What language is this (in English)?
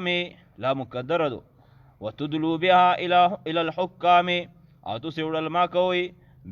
Pashto